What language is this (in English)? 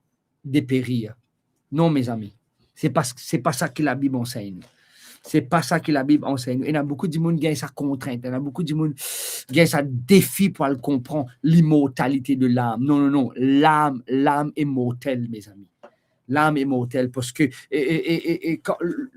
Morisyen